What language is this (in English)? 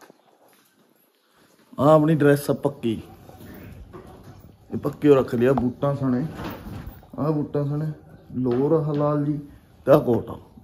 Punjabi